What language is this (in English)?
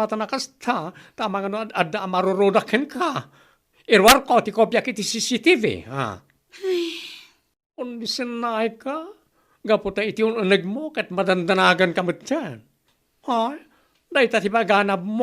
Iloko